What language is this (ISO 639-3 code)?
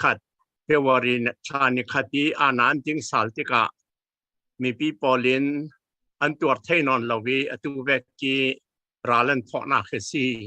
cfm